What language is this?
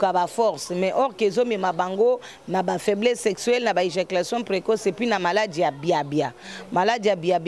Lingala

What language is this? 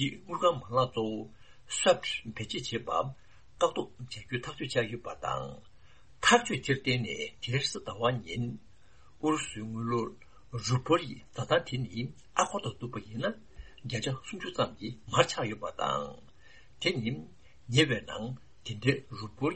Tibetan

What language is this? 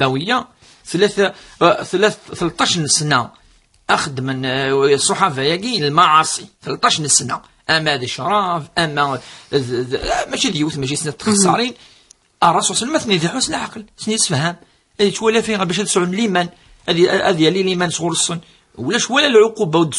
Kabyle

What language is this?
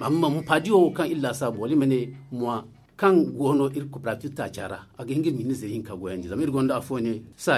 Zarma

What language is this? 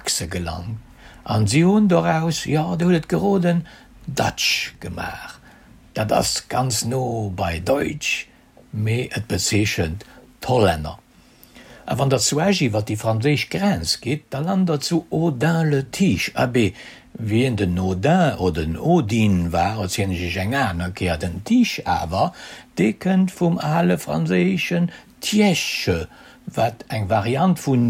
Luxembourgish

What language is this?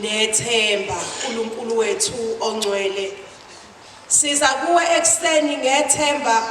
Zulu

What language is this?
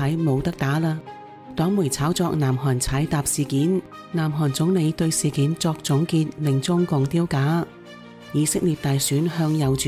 Cantonese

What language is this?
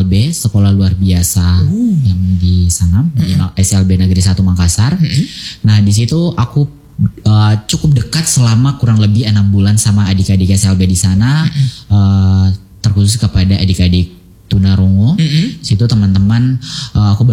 Indonesian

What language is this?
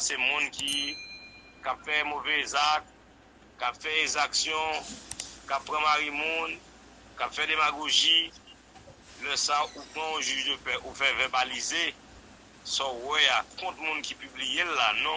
Haitian Creole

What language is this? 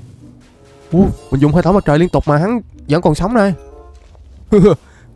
Vietnamese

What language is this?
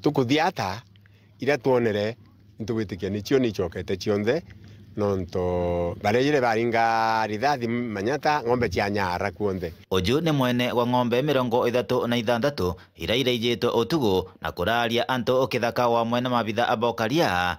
Meru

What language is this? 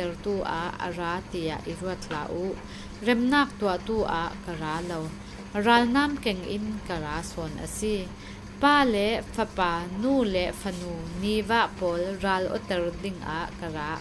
Falam Chin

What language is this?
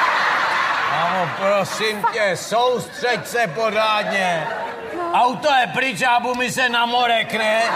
Czech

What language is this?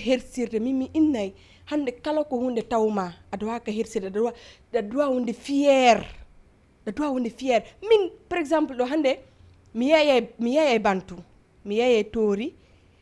Fula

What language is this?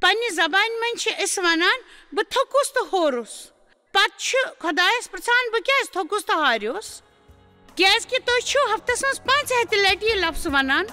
Kashmiri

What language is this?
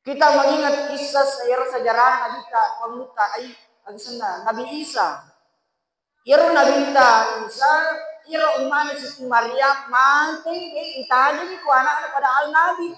Buginese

